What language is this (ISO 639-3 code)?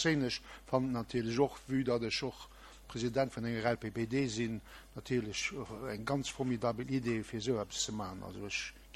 ltz